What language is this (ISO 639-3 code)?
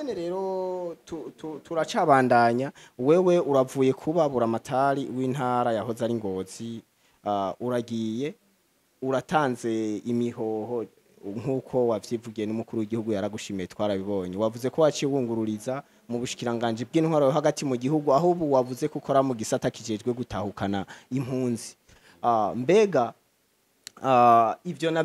run